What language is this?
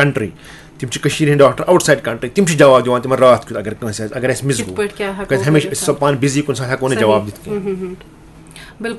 Kashmiri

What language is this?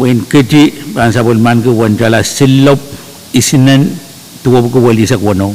Pohnpeian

